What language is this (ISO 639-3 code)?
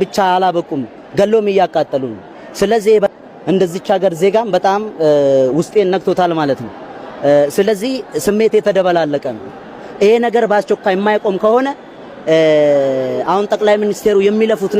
amh